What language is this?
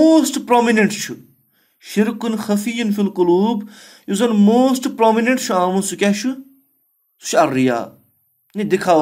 Kashmiri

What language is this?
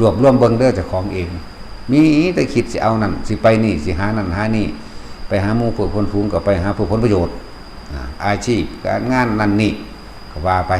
Lao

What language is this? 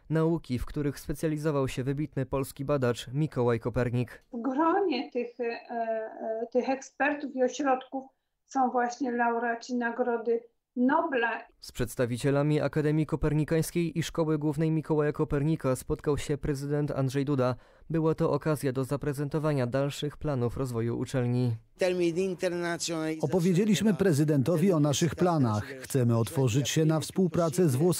Polish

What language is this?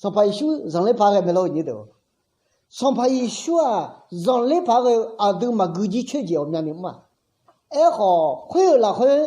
Akha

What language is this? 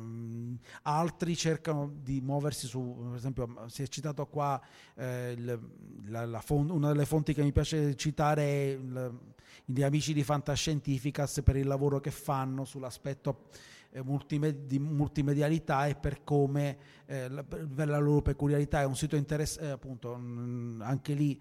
Italian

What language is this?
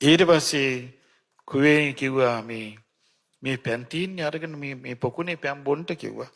Sinhala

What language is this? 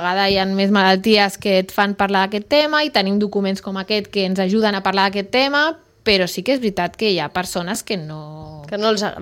Catalan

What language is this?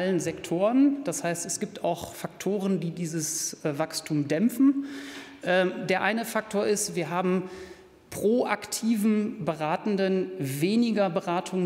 German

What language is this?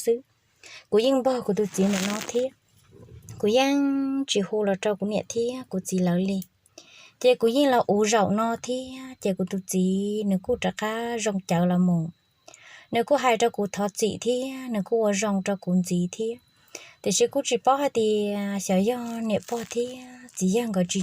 Hmong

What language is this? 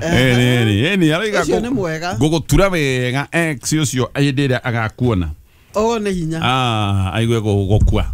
Kikuyu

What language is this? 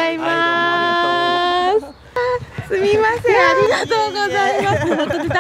Japanese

